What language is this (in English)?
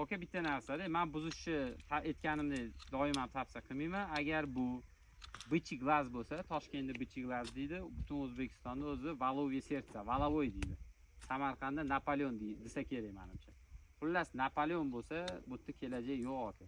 Uzbek